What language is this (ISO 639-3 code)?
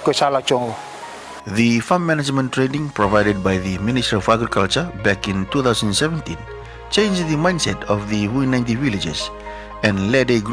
fij